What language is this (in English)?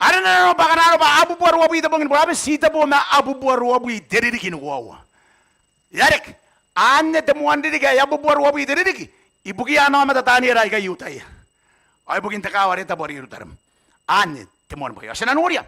Gilbertese